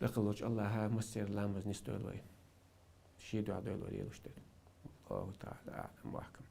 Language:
Chechen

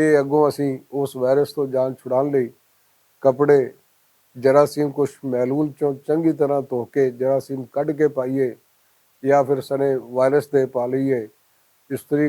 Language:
Western Panjabi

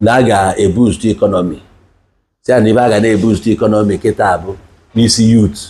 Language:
Igbo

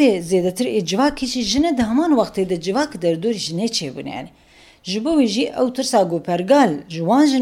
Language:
Kurdish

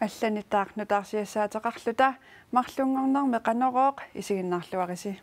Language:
Kalaallisut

